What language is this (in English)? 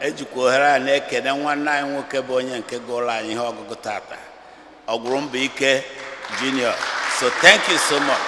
Igbo